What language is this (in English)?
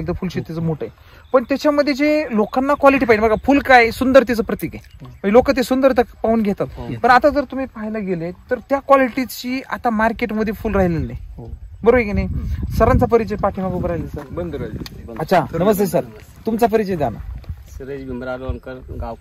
Marathi